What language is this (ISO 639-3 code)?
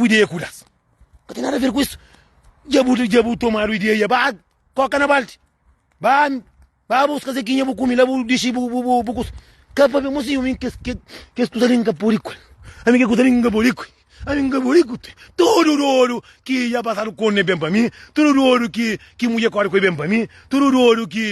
kea